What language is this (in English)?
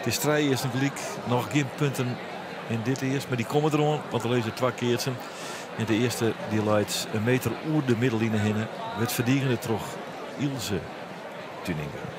Western Frisian